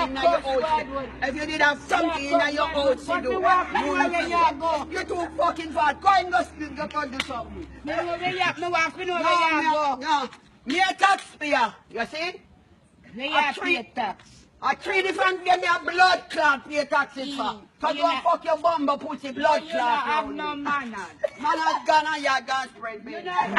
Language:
Jamaican Creole English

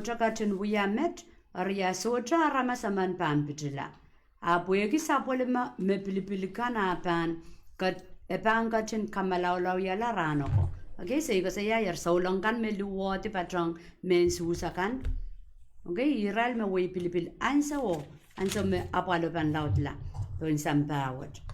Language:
Pohnpeian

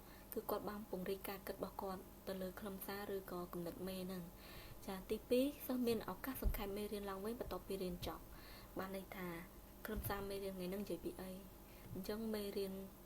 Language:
Khmer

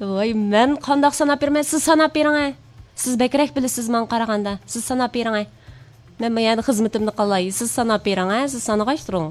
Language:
Uyghur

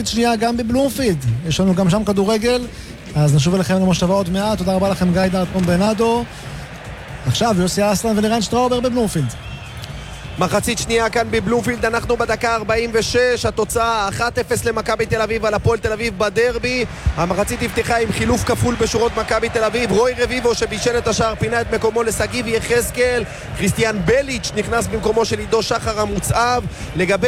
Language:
Hebrew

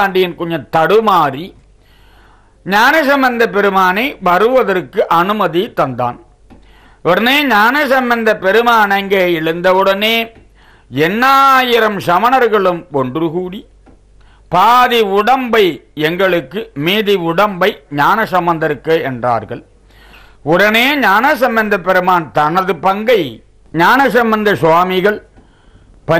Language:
Tamil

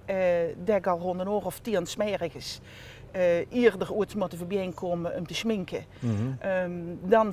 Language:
Limburgish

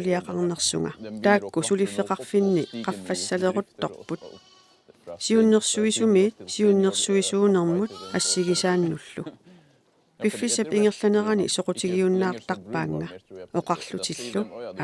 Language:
Kalaallisut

